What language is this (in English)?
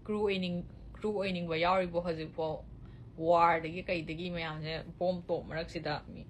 Manipuri